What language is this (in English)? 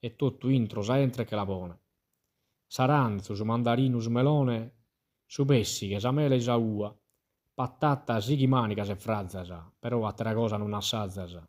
Sardinian